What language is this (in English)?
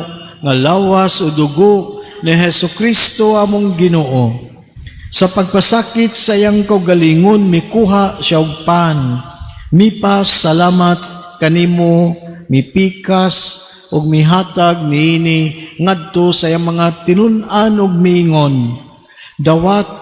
Cebuano